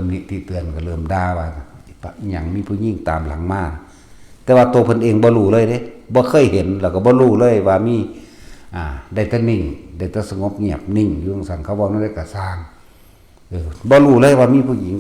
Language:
Northeastern Thai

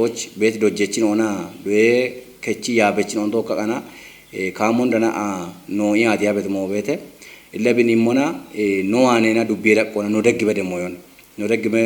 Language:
Kafa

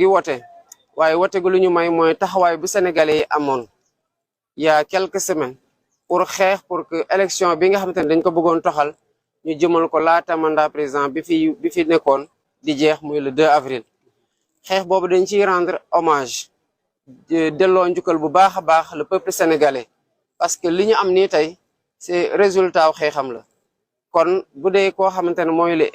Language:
Wolof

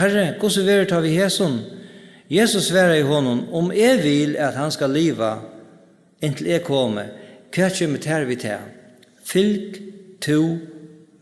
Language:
Faroese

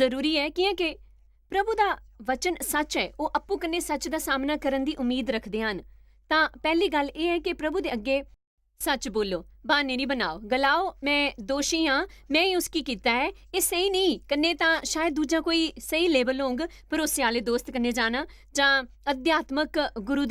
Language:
Dogri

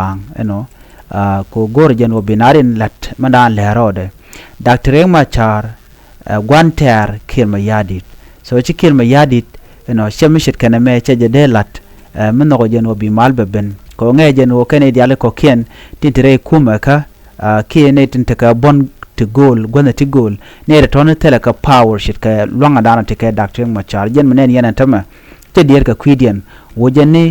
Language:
Nuer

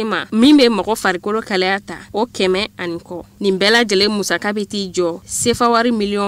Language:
Bambara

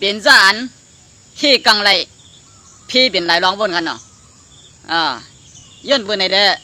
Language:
Shan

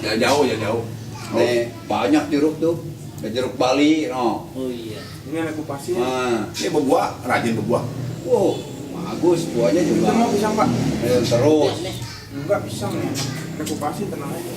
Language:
Betawi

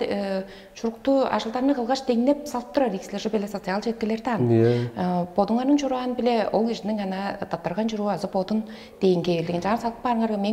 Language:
Tuvinian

